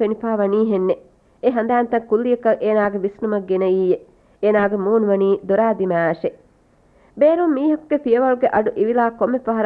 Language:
Divehi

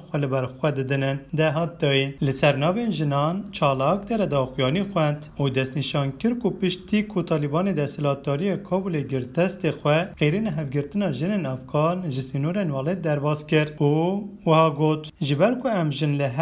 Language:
Kurdish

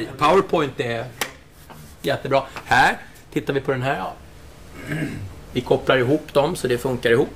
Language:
Swedish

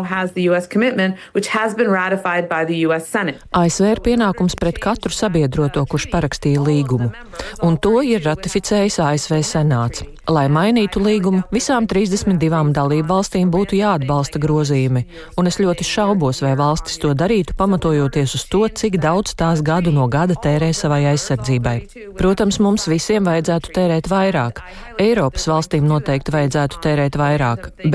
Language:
Latvian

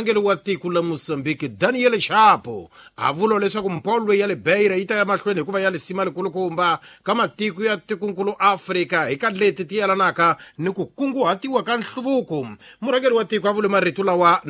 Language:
Tsonga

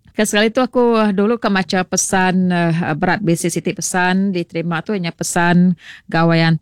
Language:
Iban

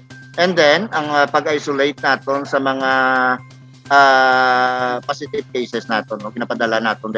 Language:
Hiligaynon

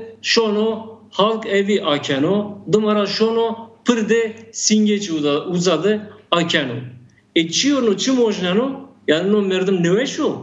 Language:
Zaza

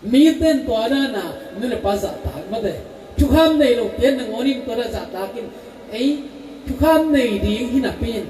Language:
Tedim Chin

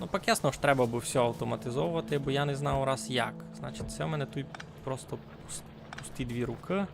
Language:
Rusyn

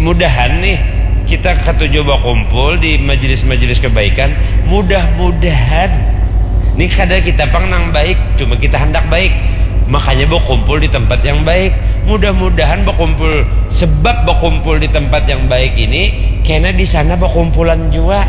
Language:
Banjar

